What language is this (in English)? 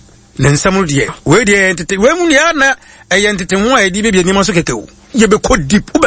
Akan